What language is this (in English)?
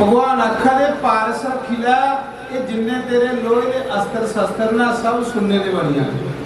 Dogri